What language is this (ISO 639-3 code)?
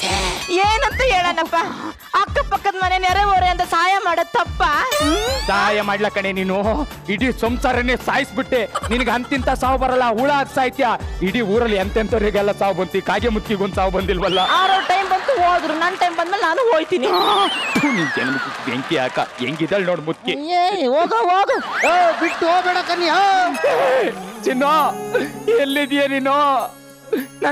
kan